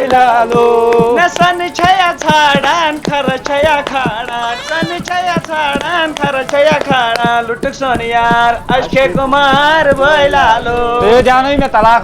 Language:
Kashmiri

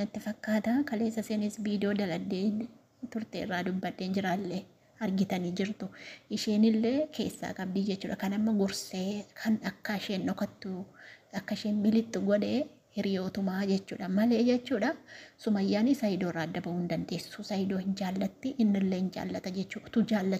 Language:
Oromo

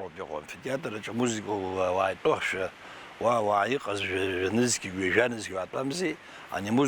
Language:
Abkhazian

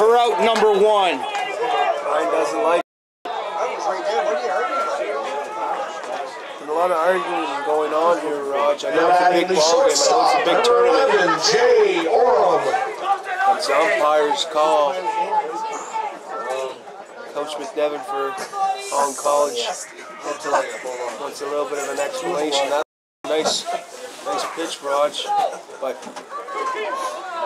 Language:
English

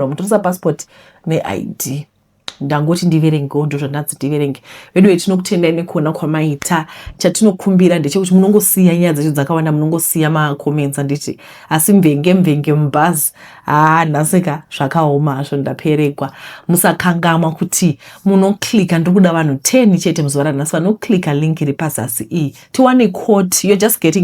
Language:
Shona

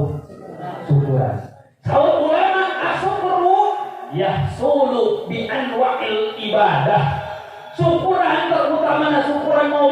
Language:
Sundanese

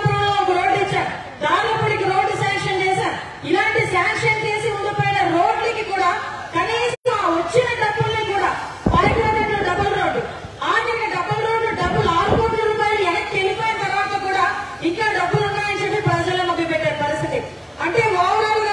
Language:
Telugu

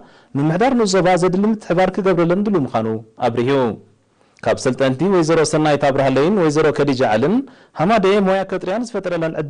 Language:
Tigrinya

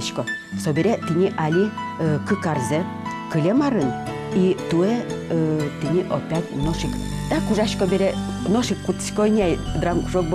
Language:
Udmurt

